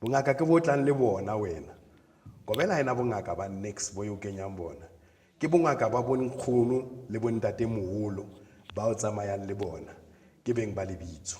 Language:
Southern Sotho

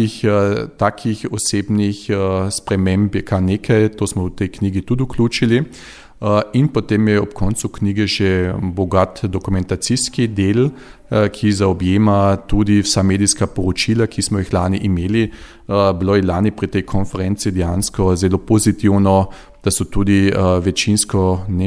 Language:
Slovenian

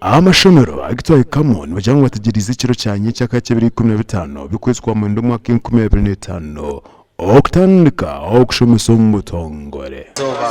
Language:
Nyankole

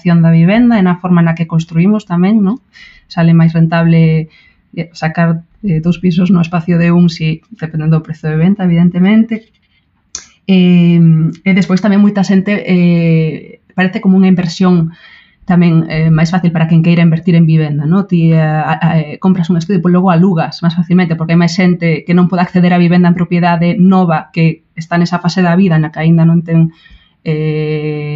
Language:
Galician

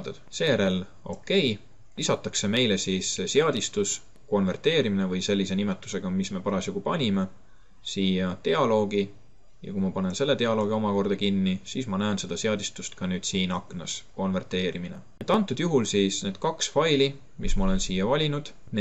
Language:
Estonian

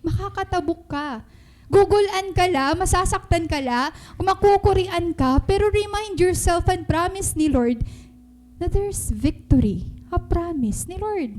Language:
Waray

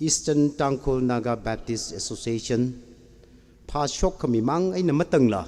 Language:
Tangkhul Naga (India)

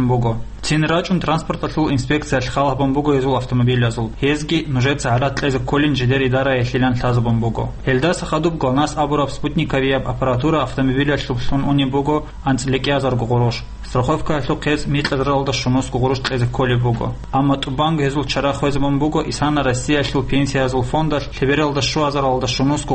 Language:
Avaric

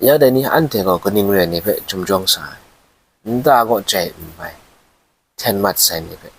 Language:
Kachin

